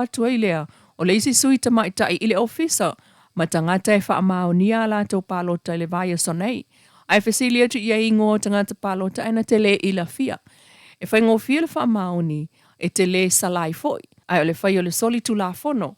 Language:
Samoan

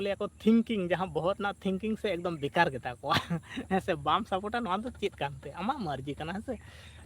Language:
Santali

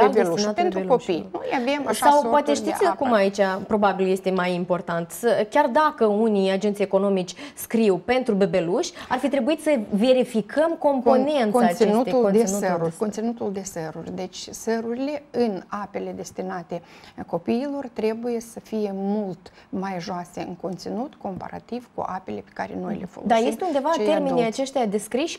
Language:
Romanian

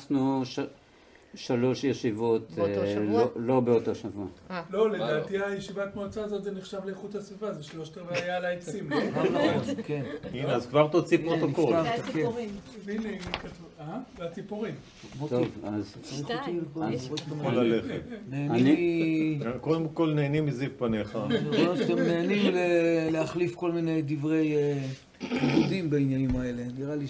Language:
Hebrew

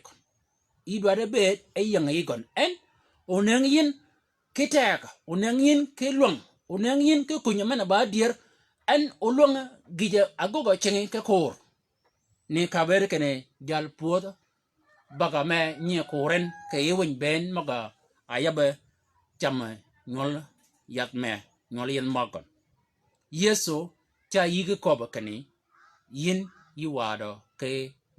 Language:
Shilluk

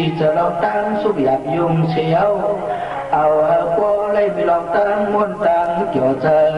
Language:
Shan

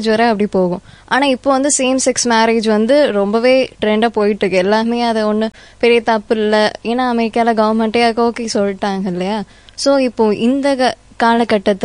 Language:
Tamil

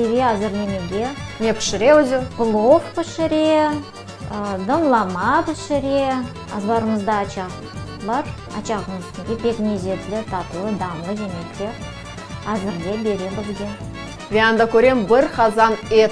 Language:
Crimean Tatar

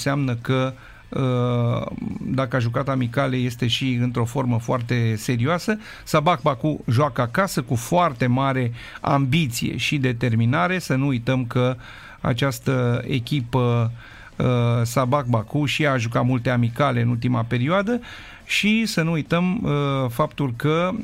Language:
Romanian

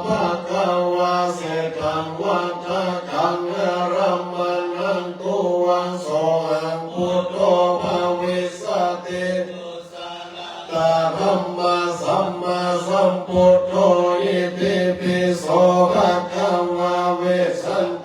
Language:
Pali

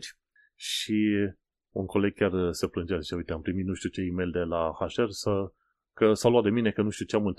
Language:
Romanian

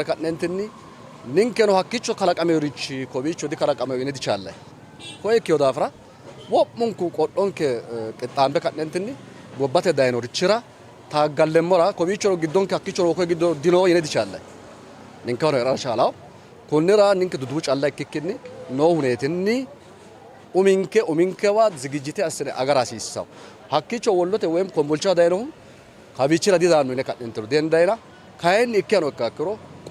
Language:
Sidamo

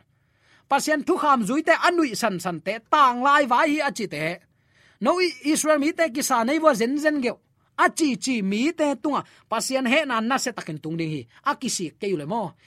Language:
Tedim Chin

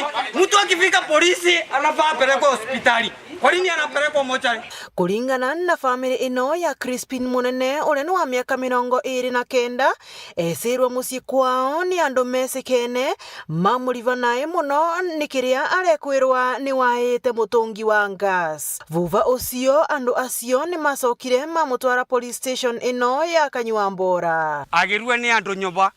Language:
Meru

